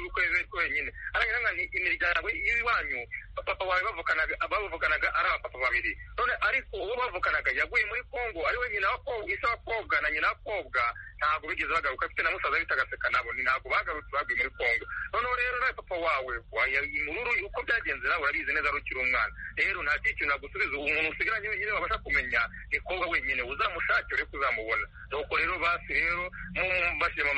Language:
Kinyarwanda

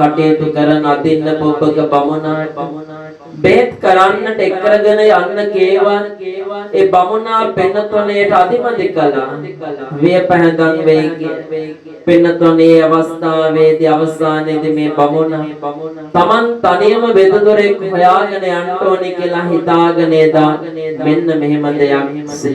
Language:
Sinhala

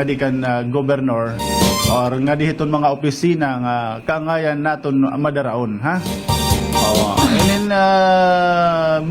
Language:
Waray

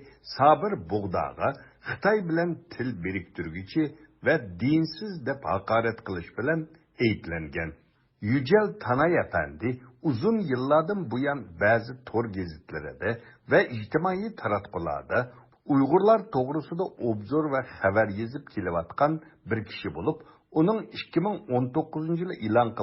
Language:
Uyghur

